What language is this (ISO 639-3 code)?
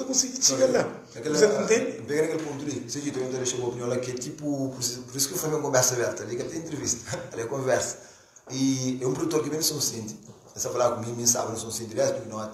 kea